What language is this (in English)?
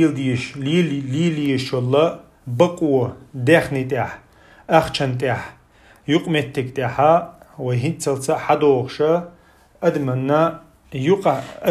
Chechen